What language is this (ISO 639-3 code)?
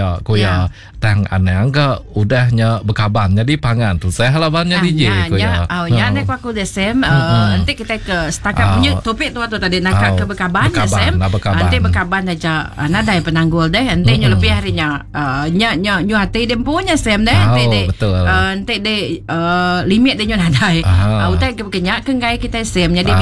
iba